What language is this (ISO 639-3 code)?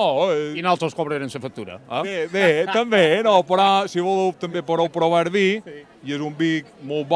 cat